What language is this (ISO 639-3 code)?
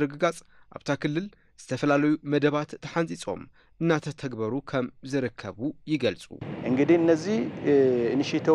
tir